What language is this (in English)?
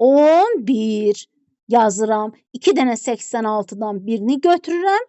Azerbaijani